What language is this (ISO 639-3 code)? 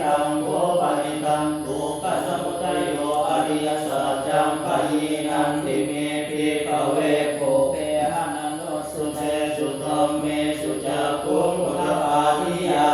pli